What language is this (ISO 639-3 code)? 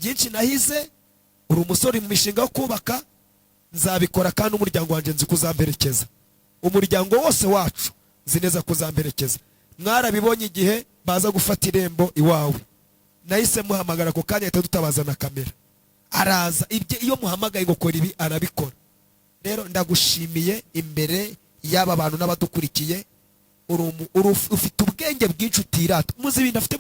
kin